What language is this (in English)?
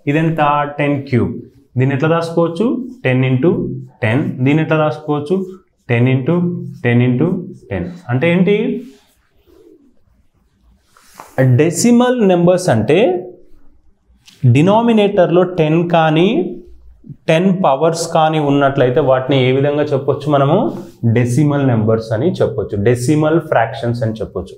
Telugu